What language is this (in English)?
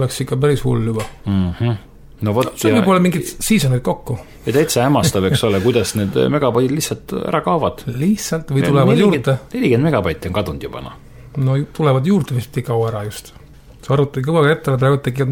Estonian